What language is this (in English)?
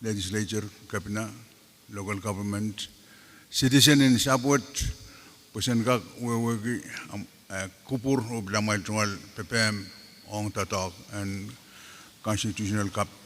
Pohnpeian